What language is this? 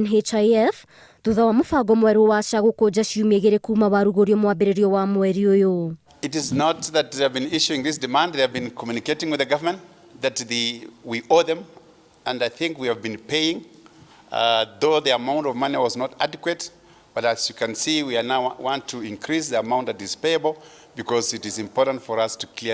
Kikuyu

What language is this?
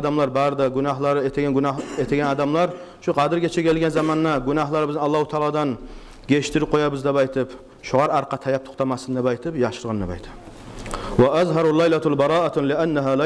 Kumyk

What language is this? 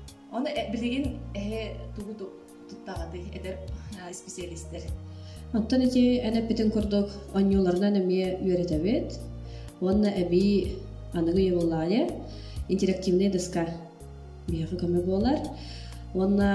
Yakut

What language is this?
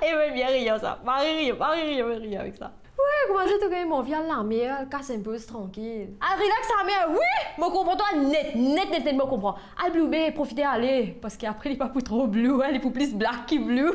Morisyen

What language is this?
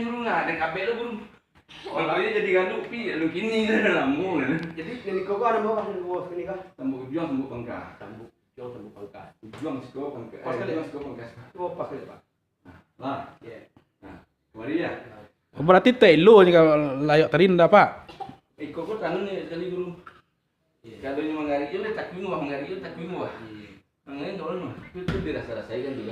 Minangkabau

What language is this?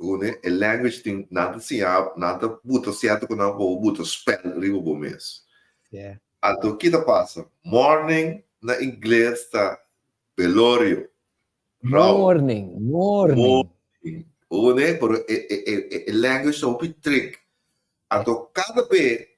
Papiamento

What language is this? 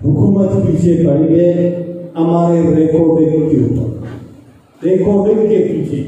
Eastern Balochi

